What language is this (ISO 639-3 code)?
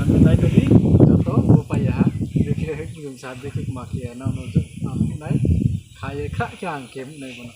ria